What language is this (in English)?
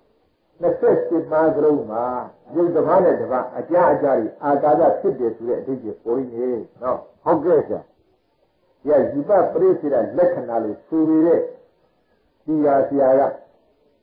Burmese